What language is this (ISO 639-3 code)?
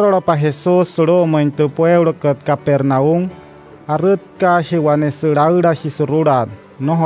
guc